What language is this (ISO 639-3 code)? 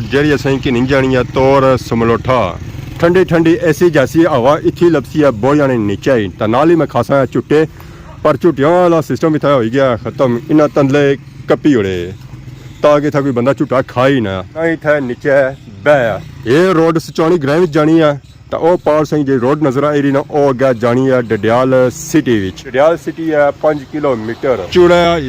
phr